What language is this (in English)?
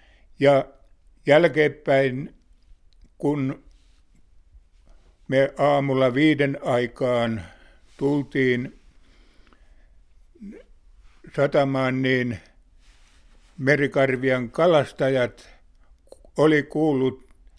Finnish